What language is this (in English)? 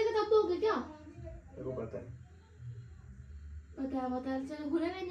Hindi